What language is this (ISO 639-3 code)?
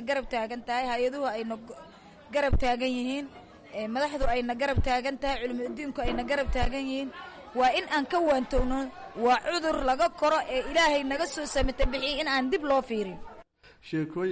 som